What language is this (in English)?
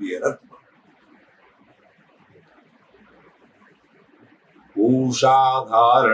Hindi